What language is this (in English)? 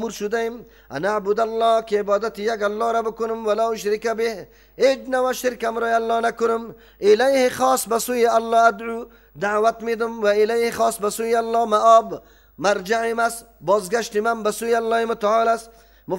Persian